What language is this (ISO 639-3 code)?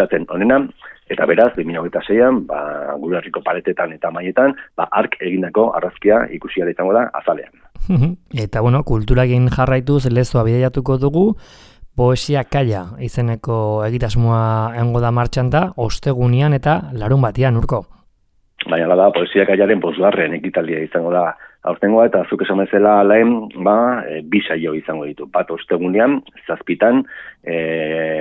eus